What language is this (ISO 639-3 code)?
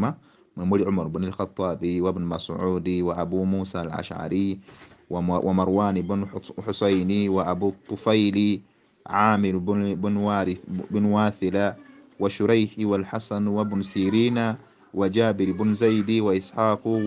lug